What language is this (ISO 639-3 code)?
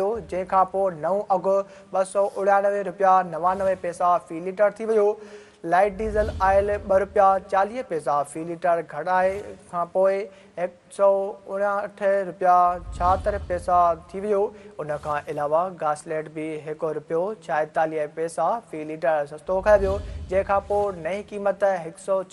snd